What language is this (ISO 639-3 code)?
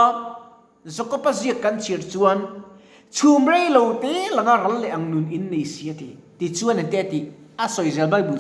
lus